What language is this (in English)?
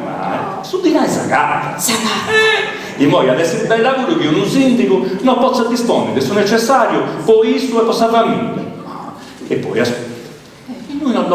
Sardinian